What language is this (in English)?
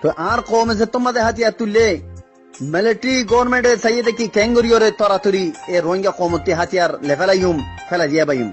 Rohingya